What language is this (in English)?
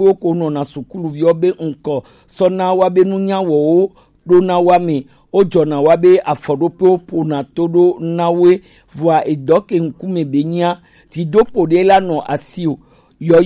Gen